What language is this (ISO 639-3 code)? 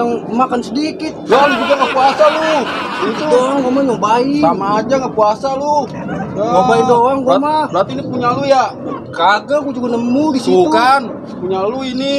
bew